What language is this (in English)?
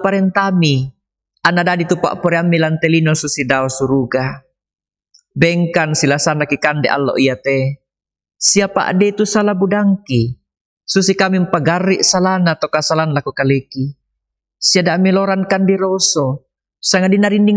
Toraja-Sa'dan